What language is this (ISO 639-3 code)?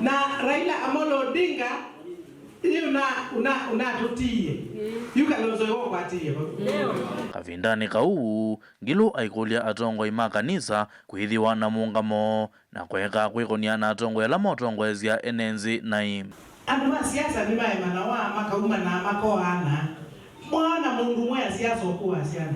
kam